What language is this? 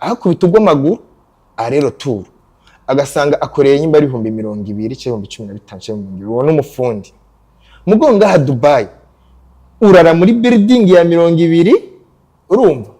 Rundi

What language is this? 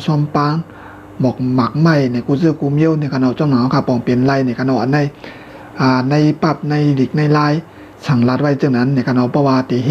Shan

